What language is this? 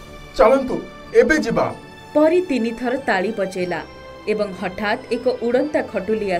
Odia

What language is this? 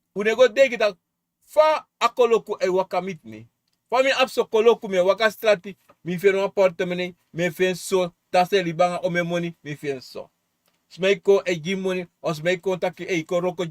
Sranan Tongo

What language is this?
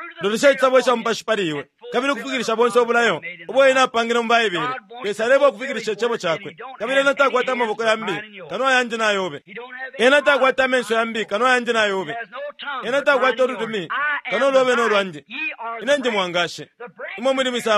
Bemba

